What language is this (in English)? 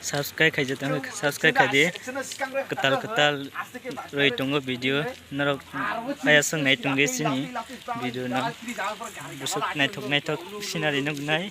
Kok Borok